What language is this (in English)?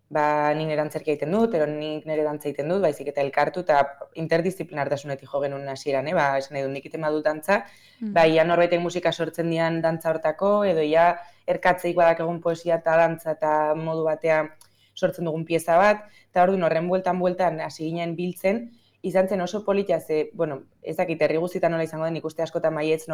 Basque